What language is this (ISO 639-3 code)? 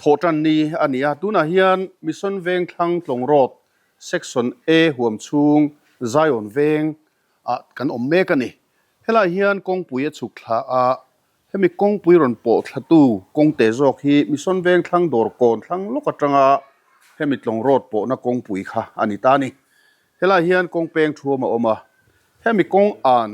lus